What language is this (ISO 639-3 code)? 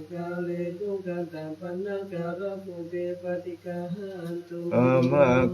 pli